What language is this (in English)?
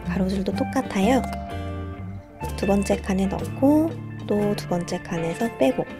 Korean